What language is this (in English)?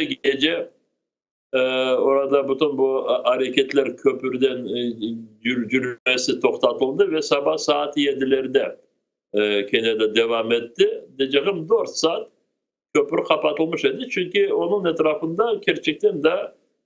Crimean Tatar